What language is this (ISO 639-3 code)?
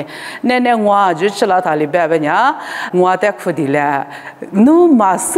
lis